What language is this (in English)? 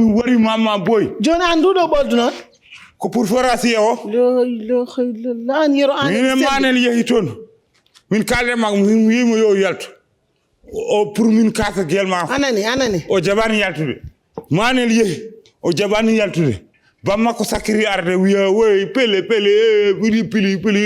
Fula